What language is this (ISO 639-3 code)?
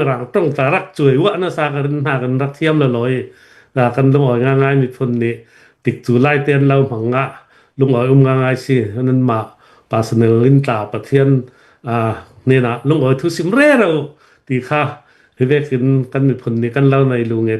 cnh